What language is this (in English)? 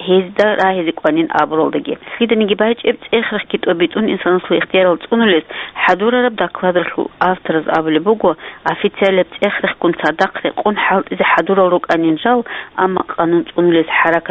Avaric